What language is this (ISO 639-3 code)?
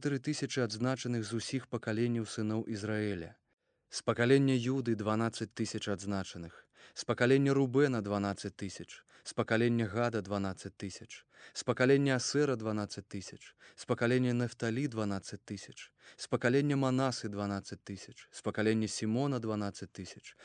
bel